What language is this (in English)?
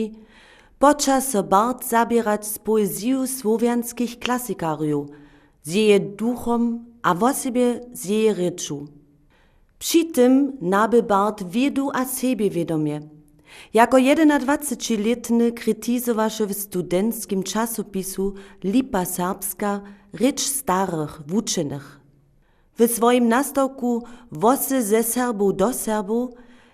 Upper Sorbian